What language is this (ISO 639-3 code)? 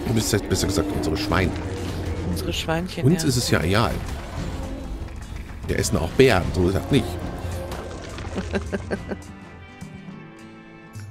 deu